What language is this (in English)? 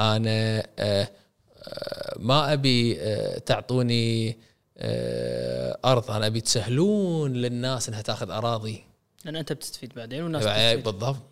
Gulf Arabic